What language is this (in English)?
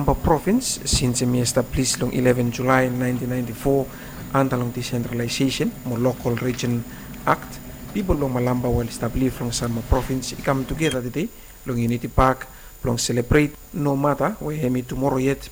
Bislama